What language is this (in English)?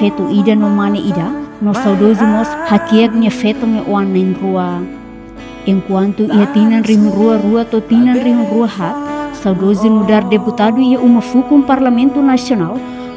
Tetum